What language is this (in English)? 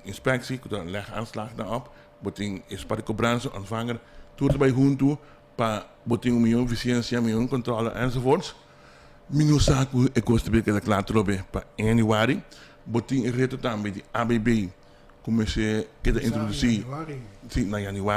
Papiamento